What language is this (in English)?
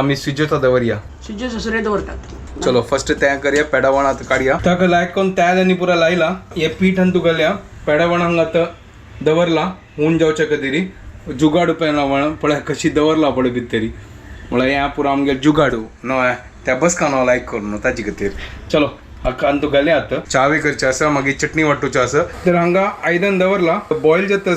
Konkani